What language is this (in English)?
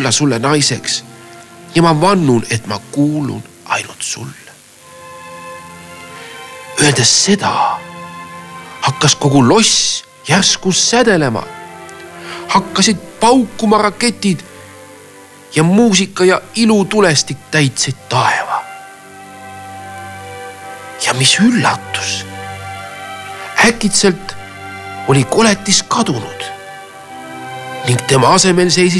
Estonian